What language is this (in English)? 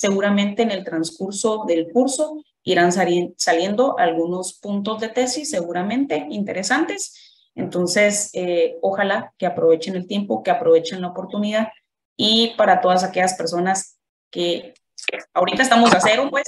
Spanish